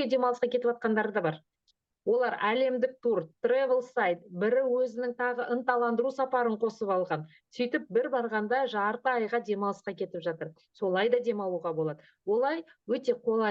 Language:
Kazakh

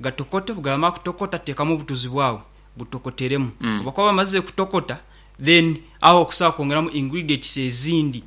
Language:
Nyankole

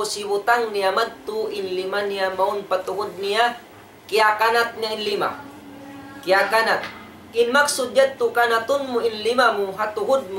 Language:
Tausug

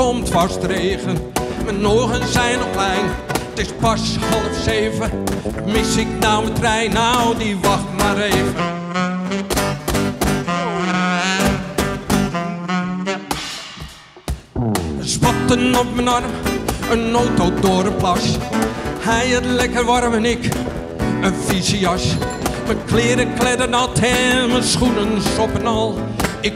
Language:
Dutch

